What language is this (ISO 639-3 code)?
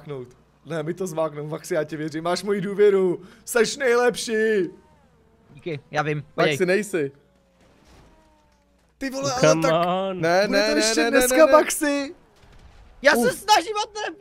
ces